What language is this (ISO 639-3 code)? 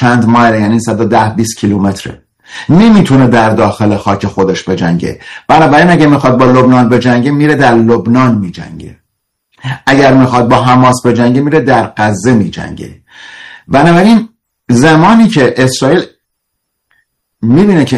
fas